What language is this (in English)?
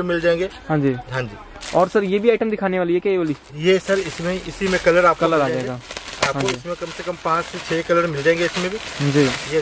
Hindi